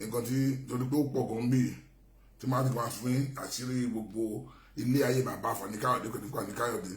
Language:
Yoruba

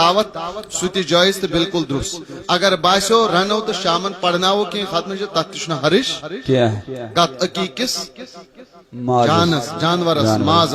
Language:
Kashmiri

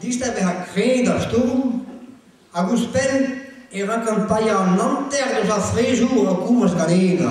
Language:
Breton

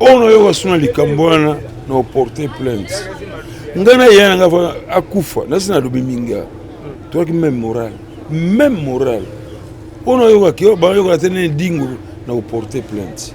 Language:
Lingala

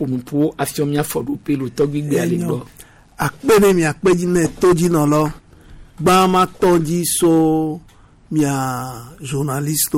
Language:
Gen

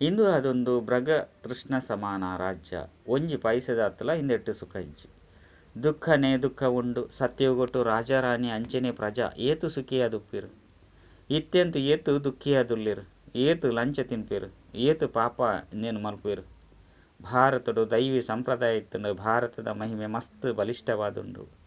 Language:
Tulu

